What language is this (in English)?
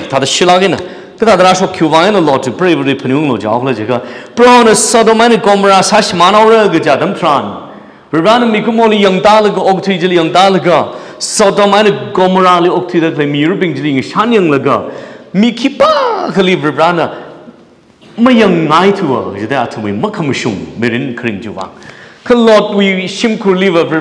Tangkhul Naga (India)